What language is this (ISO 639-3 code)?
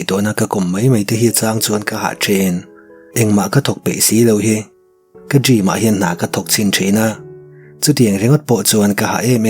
lus